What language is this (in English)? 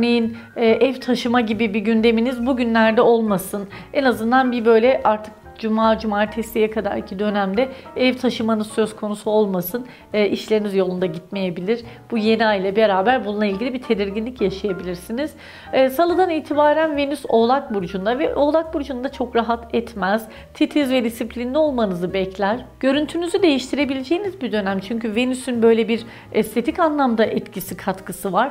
Turkish